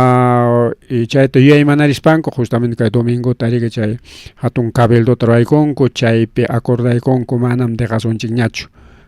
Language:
Ayacucho Quechua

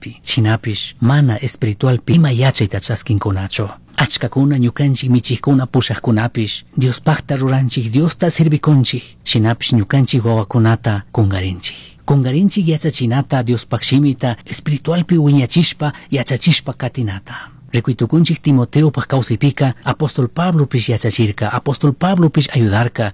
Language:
Chimborazo Highland Quichua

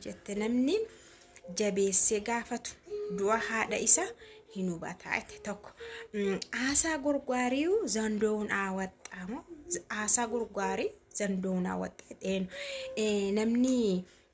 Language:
Oromo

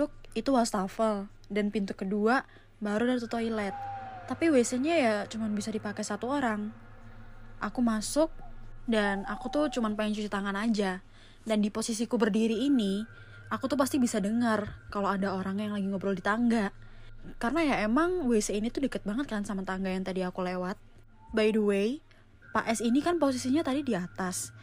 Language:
Indonesian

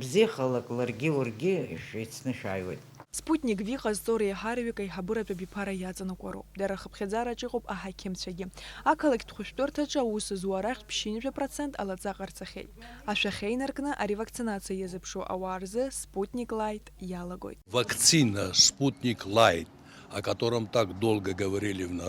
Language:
Abkhazian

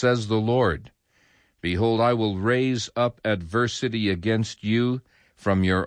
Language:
English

